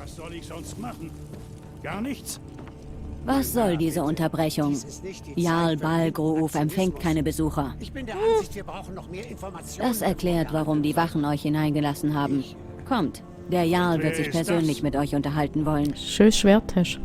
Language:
Swiss German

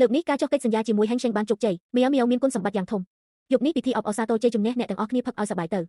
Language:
Khmer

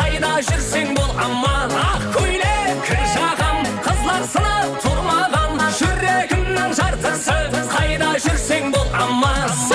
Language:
Kara-Kalpak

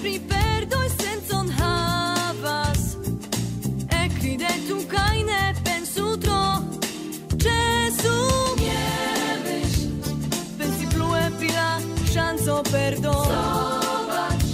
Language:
Esperanto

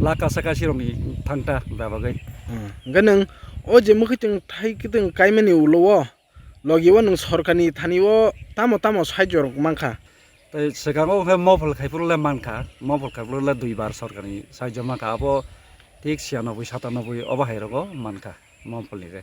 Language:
Kok Borok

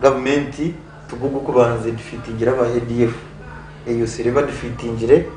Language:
Nyankole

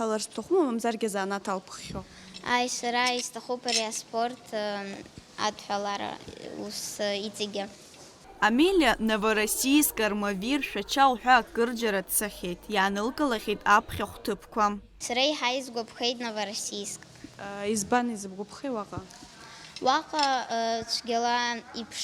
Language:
Abkhazian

